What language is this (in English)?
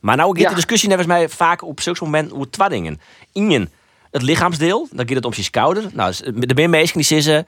Western Frisian